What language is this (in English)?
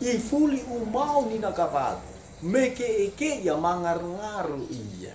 Nias